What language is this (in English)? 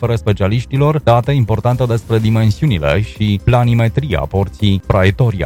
Romanian